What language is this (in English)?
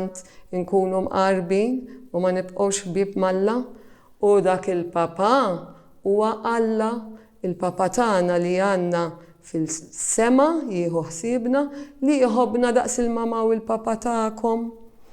Maltese